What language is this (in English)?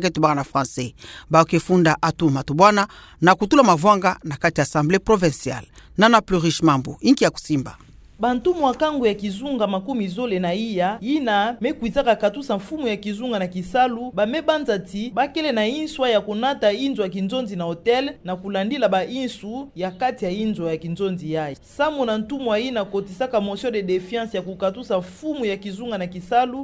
Kituba (Democratic Republic of Congo)